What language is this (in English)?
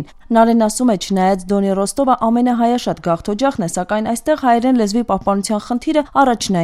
Armenian